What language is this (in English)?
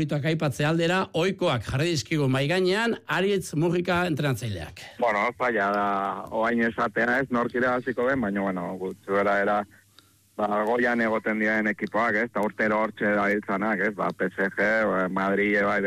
Basque